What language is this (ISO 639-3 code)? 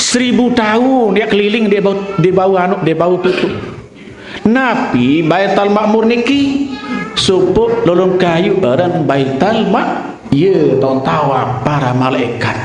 sas